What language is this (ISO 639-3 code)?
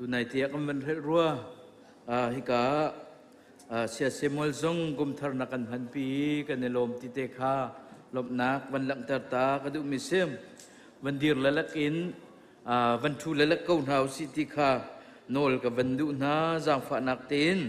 cnh